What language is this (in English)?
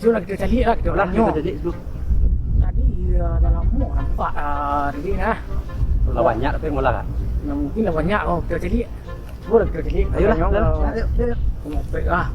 Minangkabau